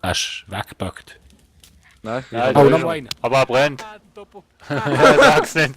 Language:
Swiss German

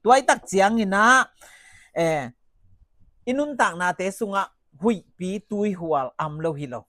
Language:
Tedim Chin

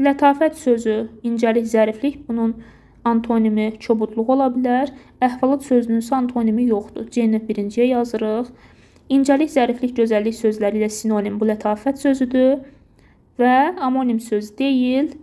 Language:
Azerbaijani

